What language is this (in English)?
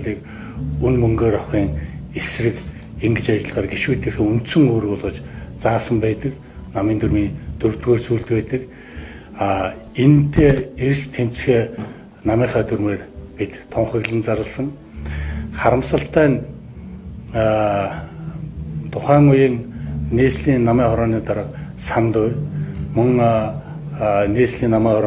Mongolian